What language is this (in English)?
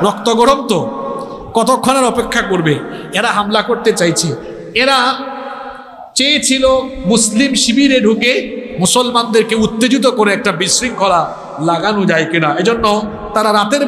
Bangla